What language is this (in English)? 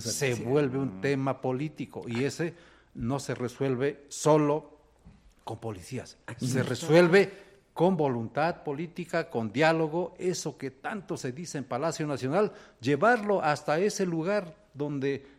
Spanish